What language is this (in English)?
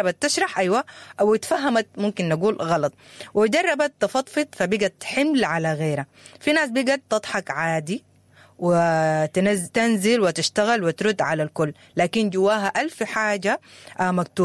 Sudanese Arabic